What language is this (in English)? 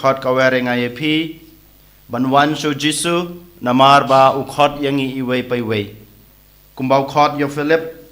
Khasi